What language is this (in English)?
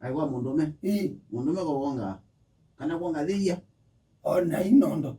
Kamba